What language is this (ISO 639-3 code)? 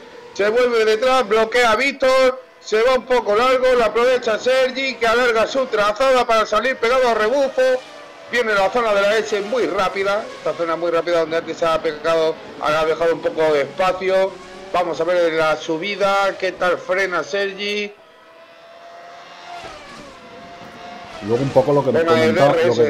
spa